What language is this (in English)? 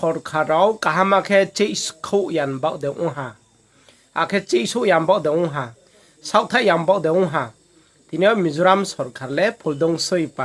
Riang (India)